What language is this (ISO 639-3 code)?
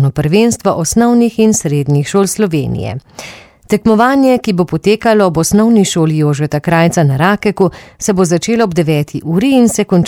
slv